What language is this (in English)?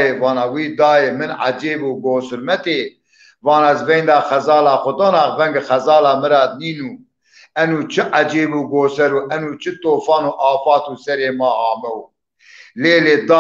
Zaza